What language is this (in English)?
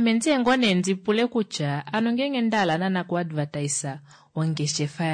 Kuanyama